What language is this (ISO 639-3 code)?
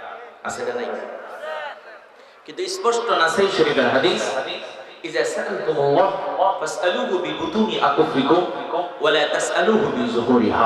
ben